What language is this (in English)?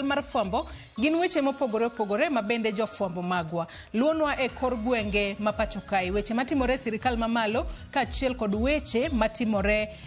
Luo (Kenya and Tanzania)